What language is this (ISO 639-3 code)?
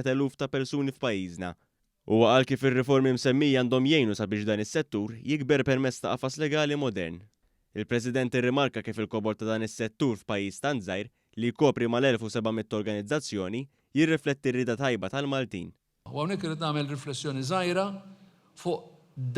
mlt